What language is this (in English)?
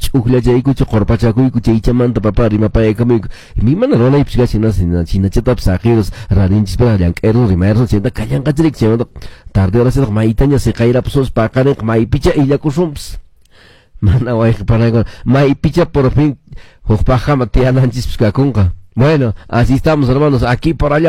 Quechua